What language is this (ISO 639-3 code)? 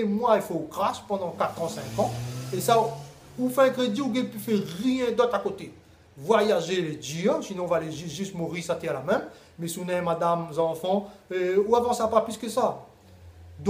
rcf